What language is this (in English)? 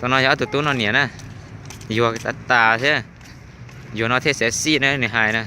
Hmong